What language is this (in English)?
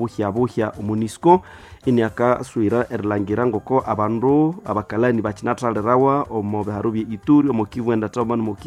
Nande